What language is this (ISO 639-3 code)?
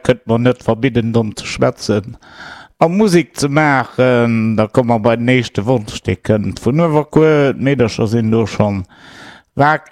ltz